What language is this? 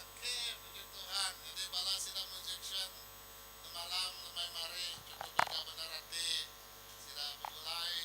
Iban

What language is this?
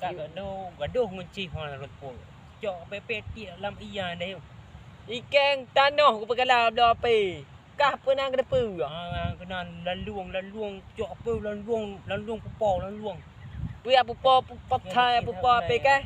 Achinese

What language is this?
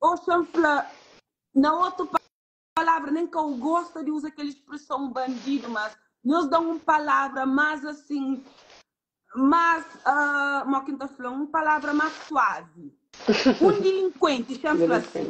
Kabuverdianu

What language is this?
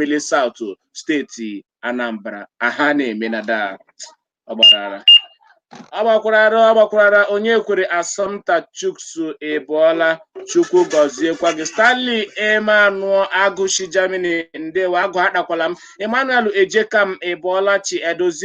Igbo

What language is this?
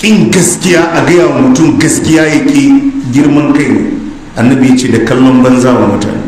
Hausa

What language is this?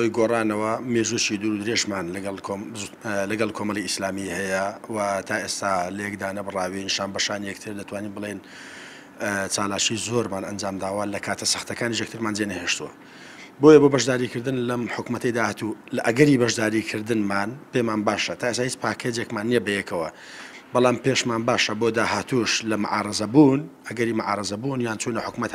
Central Kurdish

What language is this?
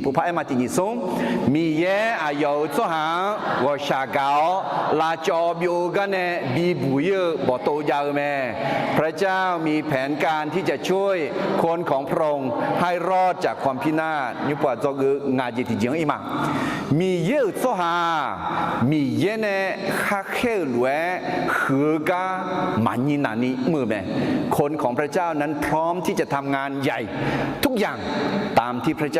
Akha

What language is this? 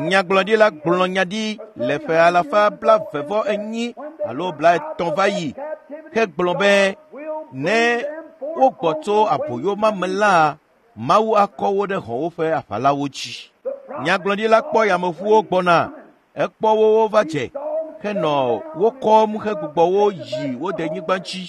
Ewe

